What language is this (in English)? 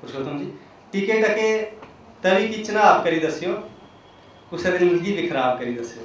Dogri